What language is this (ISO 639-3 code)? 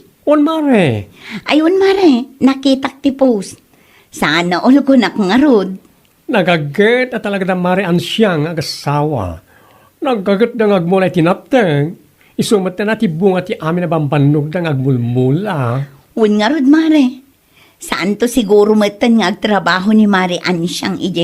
ilo